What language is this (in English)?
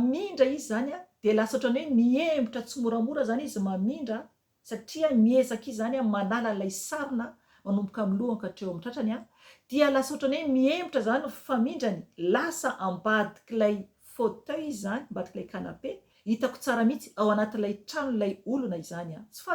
Malagasy